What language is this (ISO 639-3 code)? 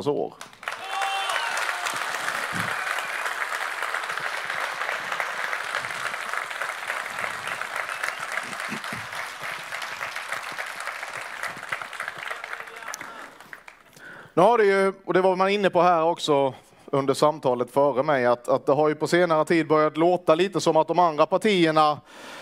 swe